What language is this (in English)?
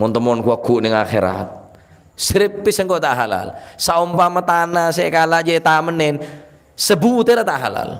Madurese